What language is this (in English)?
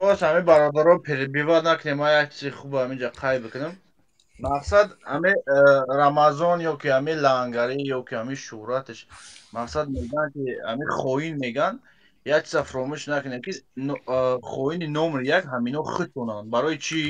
Tajik